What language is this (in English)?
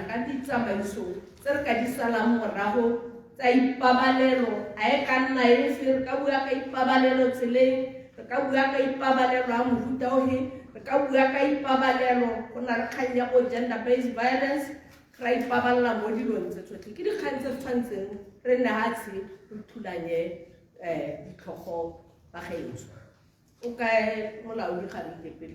Tswana